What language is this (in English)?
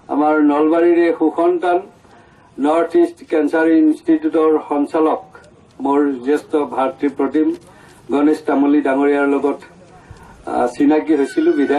Assamese